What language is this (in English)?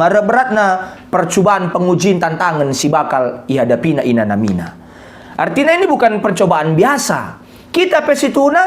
Batak Karo